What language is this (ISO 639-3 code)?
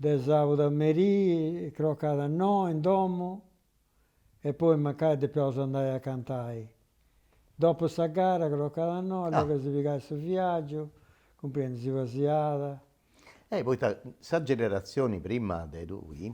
srd